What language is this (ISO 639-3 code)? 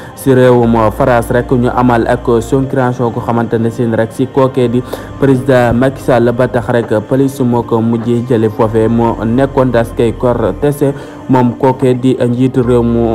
wol